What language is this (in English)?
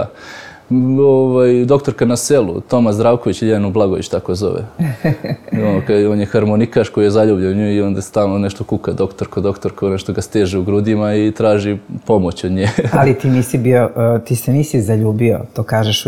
Serbian